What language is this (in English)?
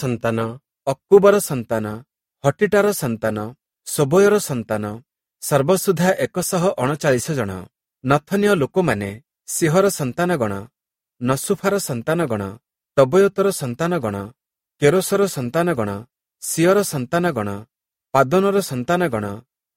Odia